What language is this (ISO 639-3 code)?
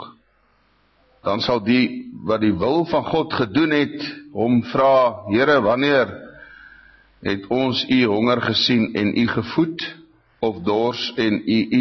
afr